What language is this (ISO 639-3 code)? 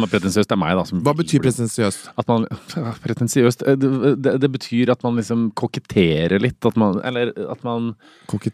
nor